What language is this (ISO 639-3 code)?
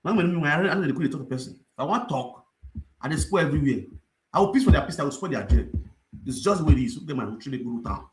pcm